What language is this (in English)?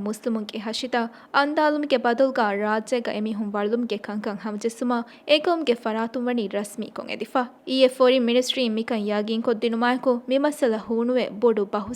Divehi